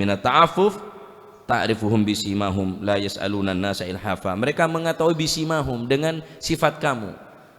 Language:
Madurese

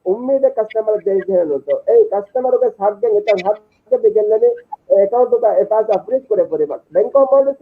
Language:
Divehi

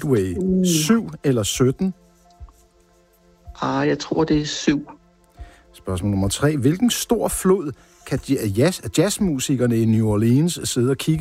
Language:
Danish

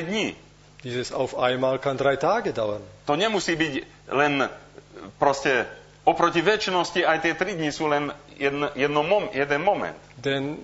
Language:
Slovak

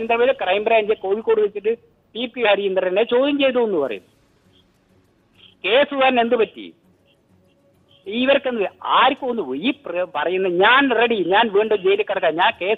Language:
Malayalam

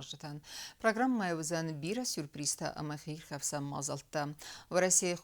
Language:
Ossetic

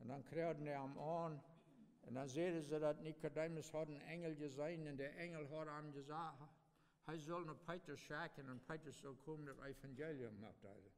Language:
Plautdietsch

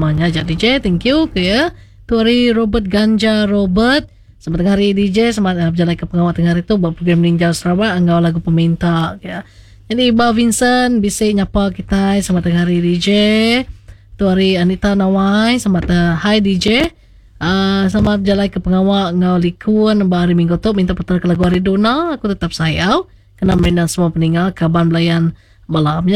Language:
Iban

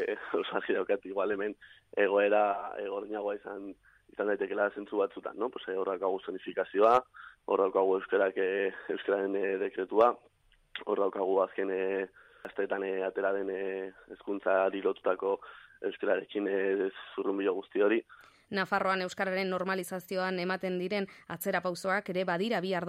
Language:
Basque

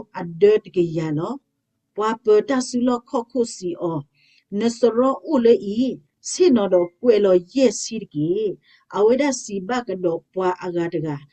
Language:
S'gaw Karen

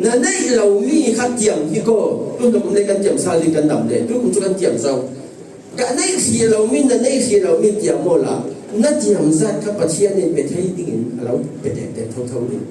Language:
Falam Chin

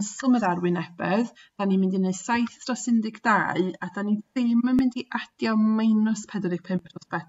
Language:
Welsh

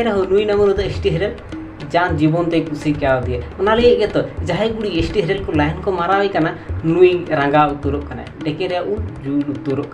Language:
Santali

